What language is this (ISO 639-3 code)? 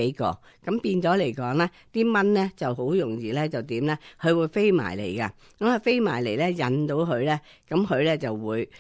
yue